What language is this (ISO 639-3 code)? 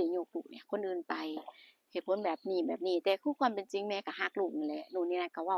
tts